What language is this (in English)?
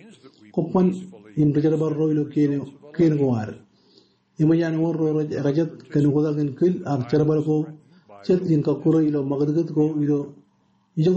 Marshallese